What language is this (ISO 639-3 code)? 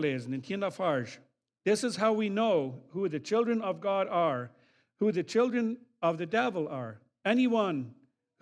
pdt